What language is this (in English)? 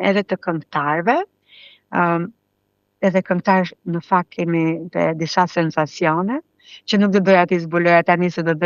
Albanian